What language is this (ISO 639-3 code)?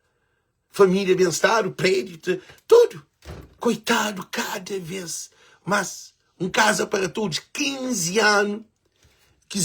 kea